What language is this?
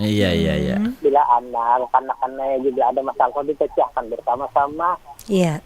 Banjar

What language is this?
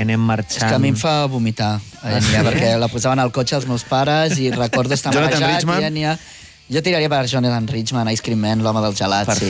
Catalan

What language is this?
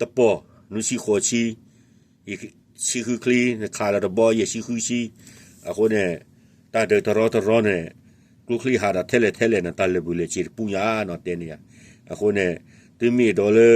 S'gaw Karen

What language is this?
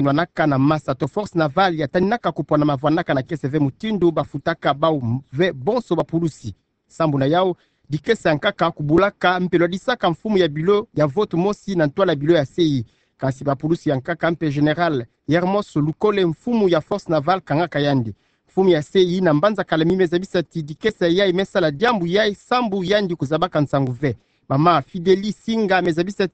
Kituba (Democratic Republic of Congo)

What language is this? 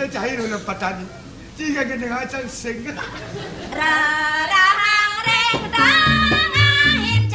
Balinese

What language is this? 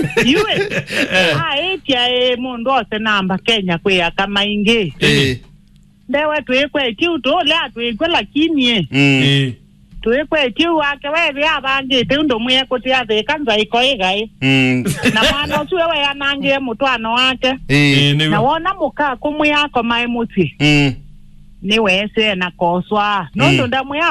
Kamba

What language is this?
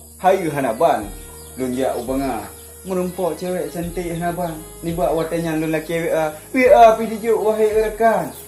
Achinese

